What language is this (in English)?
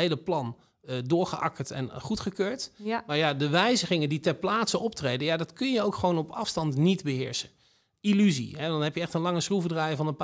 Dutch